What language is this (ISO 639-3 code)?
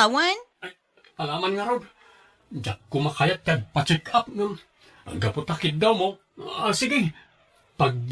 ilo